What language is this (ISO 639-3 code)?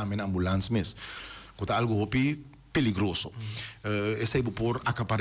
pap